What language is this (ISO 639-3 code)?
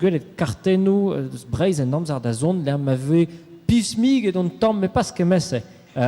bre